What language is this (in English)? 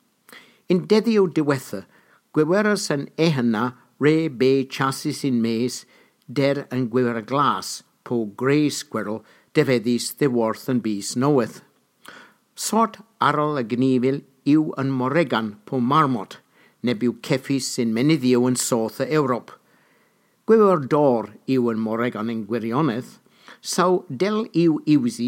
Cornish